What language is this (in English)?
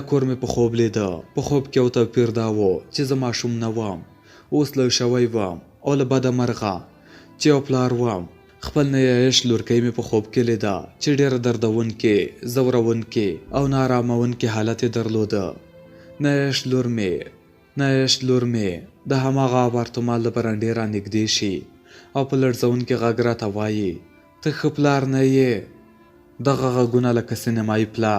Pashto